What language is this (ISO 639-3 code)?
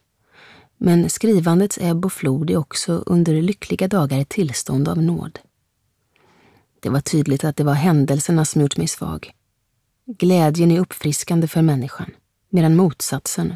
swe